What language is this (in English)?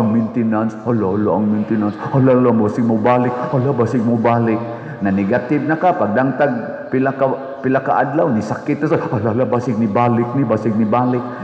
Cebuano